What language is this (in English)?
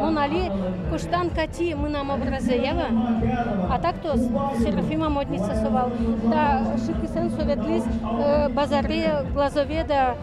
Udmurt